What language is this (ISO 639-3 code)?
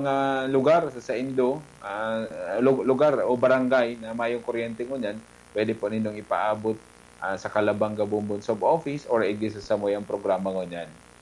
bik